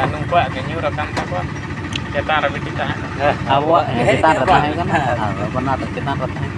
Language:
Santali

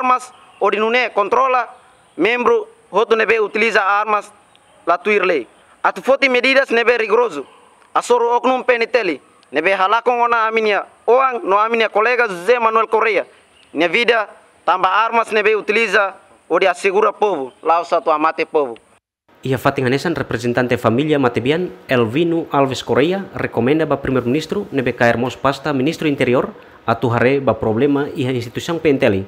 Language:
Tetum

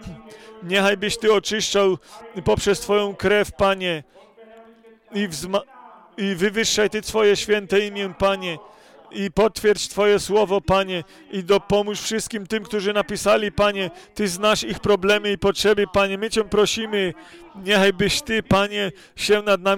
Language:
Polish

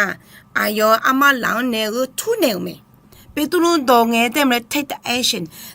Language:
Akha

